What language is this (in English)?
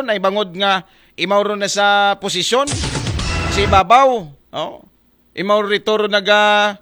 Aklanon